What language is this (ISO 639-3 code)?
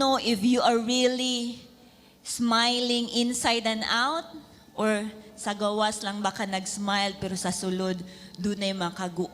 ceb